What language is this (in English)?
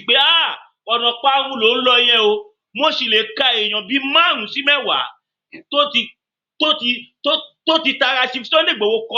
Yoruba